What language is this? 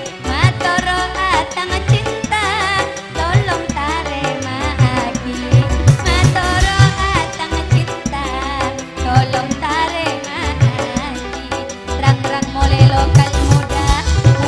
Madurese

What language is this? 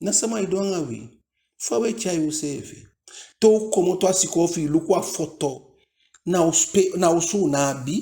Eastern Maroon Creole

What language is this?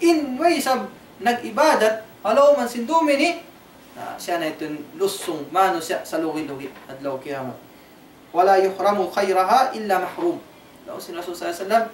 Tausug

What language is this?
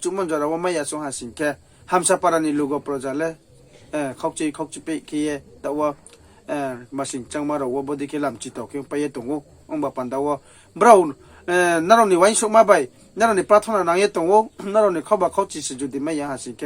Riang (India)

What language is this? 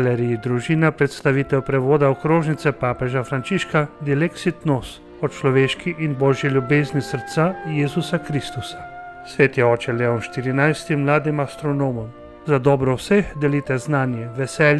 Slovenian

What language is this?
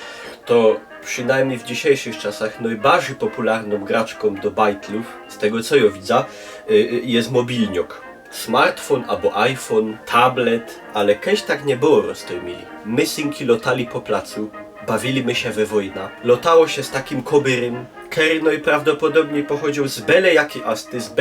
Silesian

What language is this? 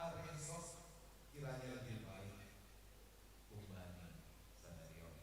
Batak Simalungun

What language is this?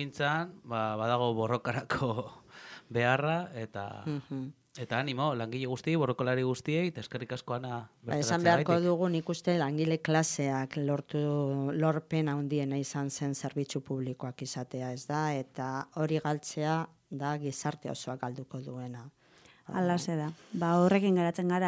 Basque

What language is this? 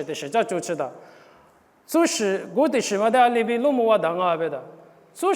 Lisu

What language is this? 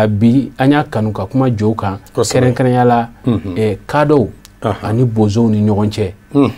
Bambara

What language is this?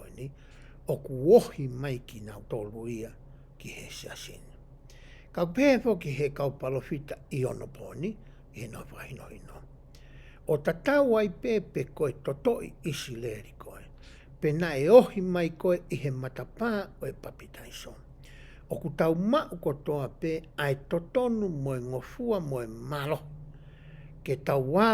Tongan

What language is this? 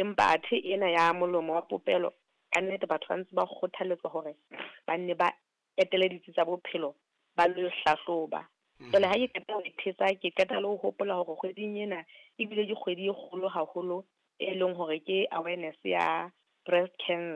Southern Sotho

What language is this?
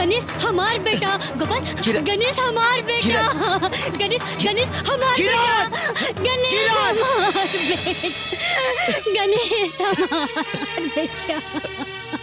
Bhojpuri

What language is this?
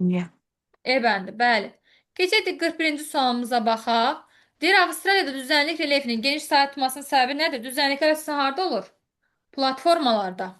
Azerbaijani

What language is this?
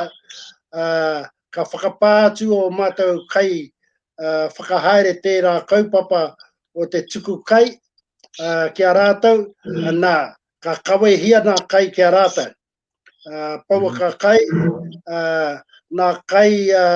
Māori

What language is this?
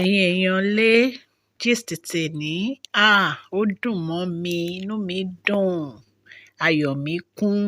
Yoruba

